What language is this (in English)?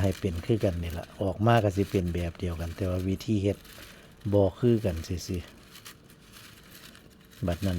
Northeastern Thai